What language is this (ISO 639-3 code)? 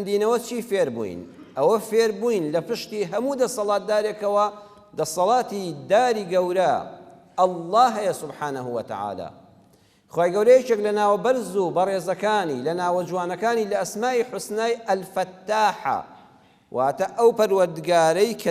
ckb